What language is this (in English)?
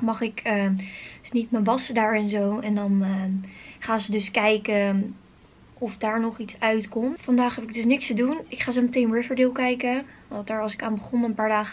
Dutch